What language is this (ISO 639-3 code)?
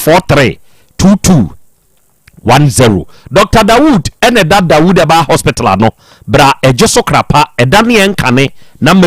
aka